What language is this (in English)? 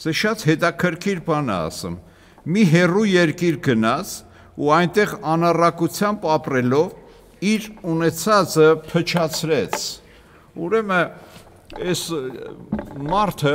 Armenian